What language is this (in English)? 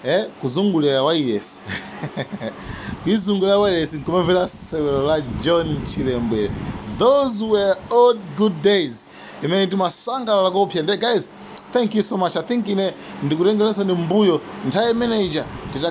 Nyanja